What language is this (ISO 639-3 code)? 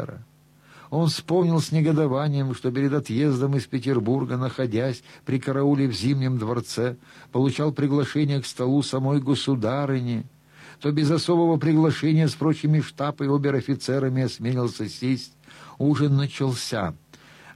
rus